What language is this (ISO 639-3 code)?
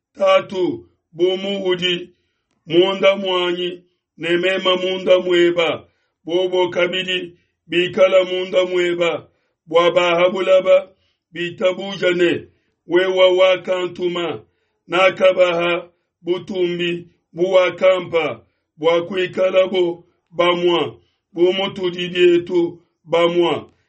lua